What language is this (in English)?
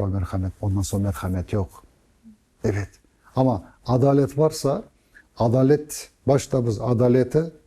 Crimean Tatar